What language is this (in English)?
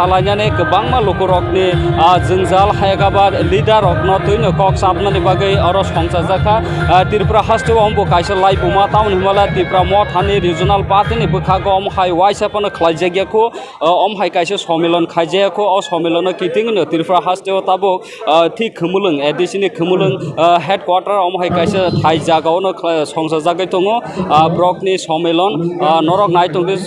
Kok Borok